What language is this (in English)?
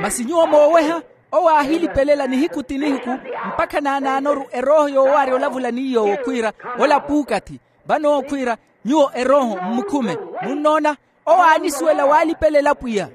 Makhuwa